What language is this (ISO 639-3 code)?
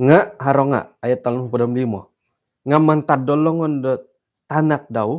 dtp